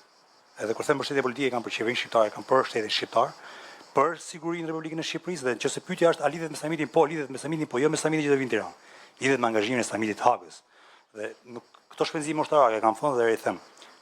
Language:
Albanian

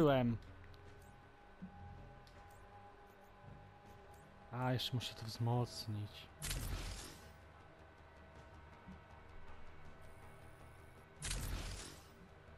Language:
Polish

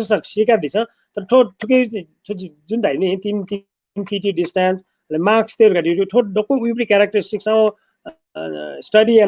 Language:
Newari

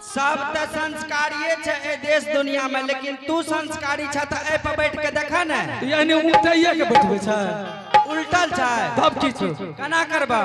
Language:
Angika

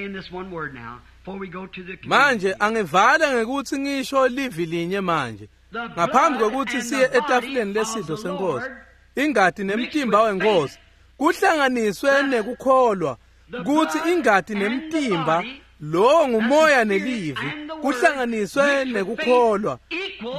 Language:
Swati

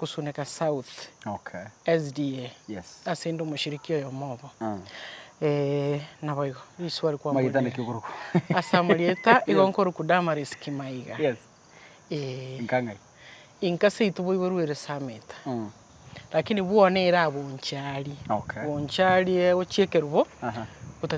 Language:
Gusii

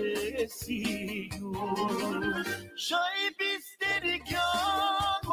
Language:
Balkan Romani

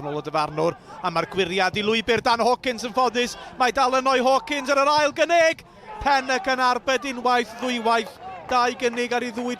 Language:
Welsh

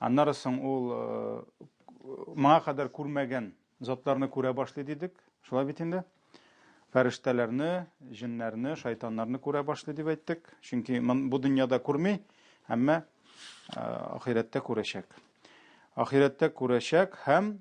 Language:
Tatar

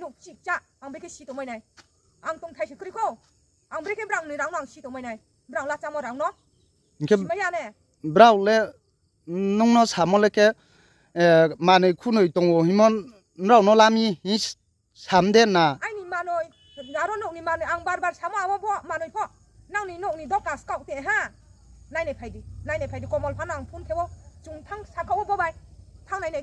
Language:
Riang (India)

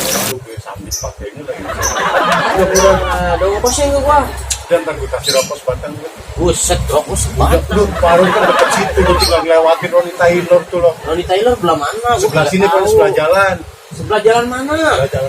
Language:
Betawi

